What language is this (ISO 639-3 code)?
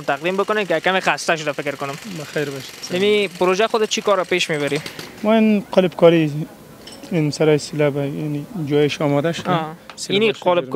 fas